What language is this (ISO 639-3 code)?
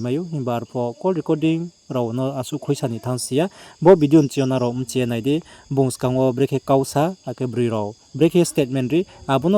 ria